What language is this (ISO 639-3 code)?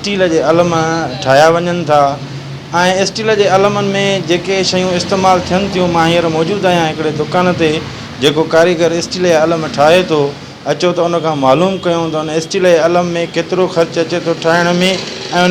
snd